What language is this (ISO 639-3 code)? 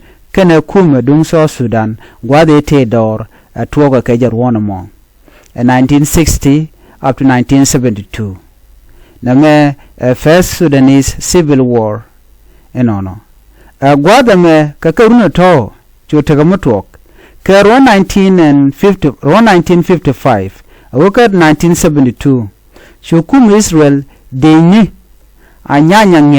nus